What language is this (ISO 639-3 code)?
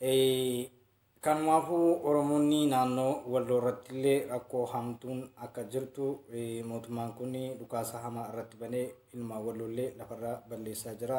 orm